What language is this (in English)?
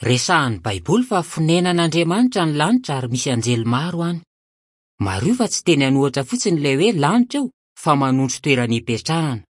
Malagasy